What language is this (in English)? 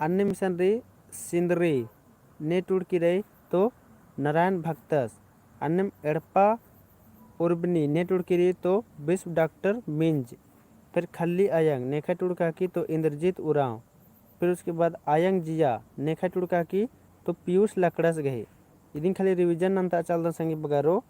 Kurukh